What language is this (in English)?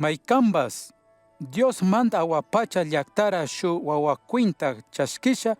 Chimborazo Highland Quichua